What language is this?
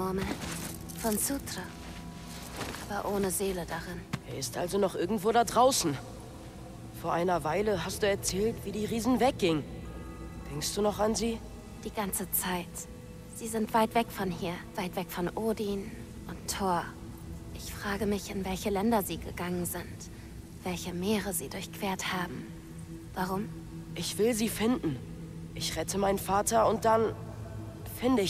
German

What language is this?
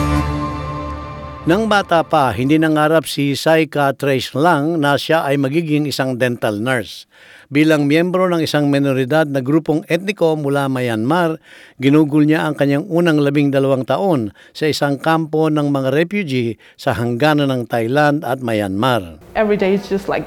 Filipino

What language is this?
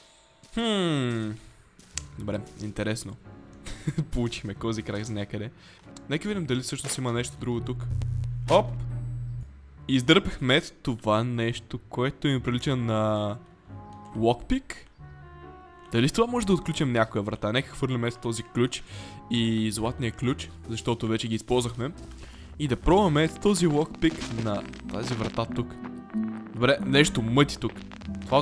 Bulgarian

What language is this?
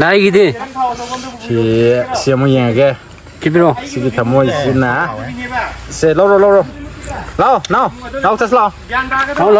Manipuri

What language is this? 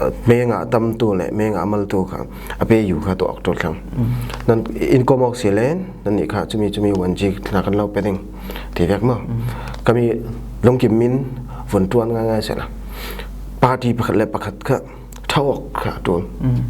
Falam Chin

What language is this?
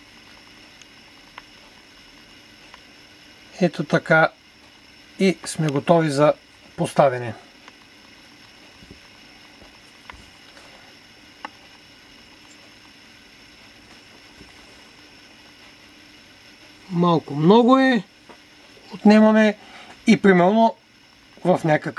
Bulgarian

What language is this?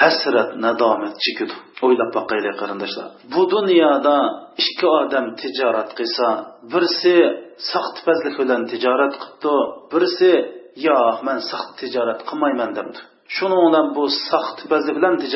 Uyghur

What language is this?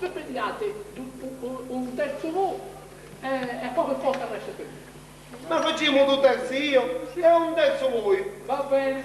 Sicilian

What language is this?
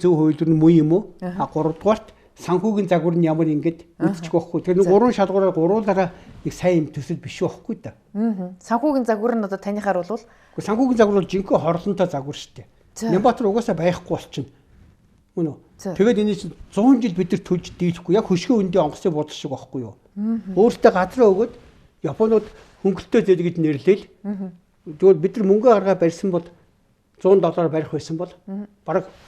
Mongolian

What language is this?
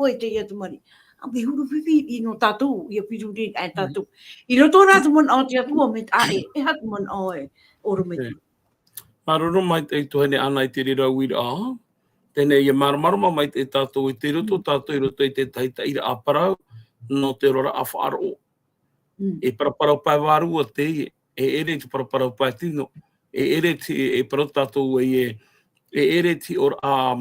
Tahitian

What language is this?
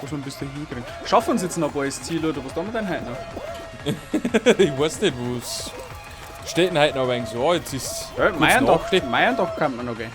Bavarian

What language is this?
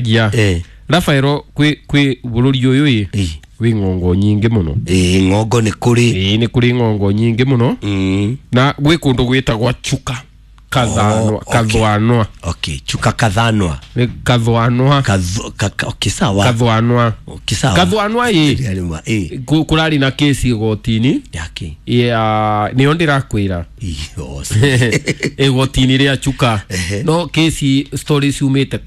Kikuyu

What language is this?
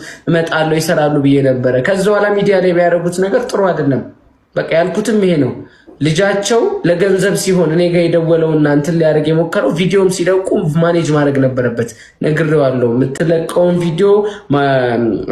Amharic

